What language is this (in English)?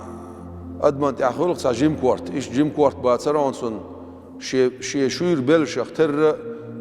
Chechen